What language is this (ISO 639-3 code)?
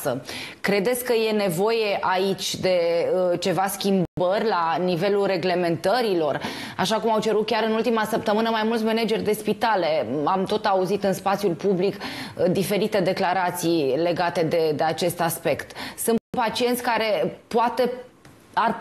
ron